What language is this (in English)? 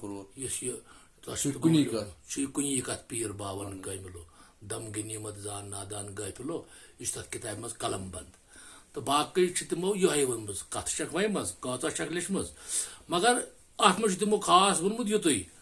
Kashmiri